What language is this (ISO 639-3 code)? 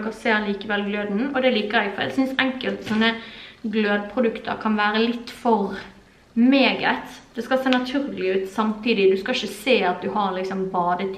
nor